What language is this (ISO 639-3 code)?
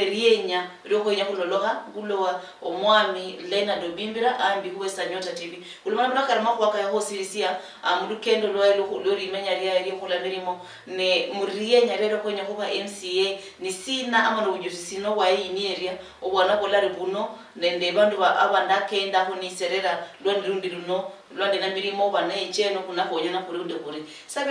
luy